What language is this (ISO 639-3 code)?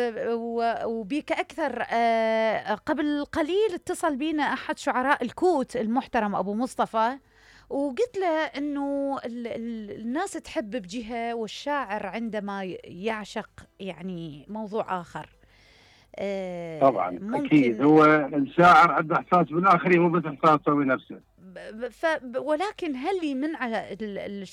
acm